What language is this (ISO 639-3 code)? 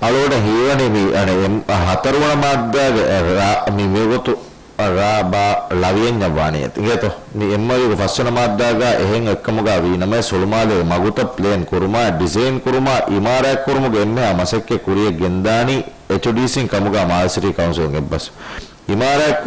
div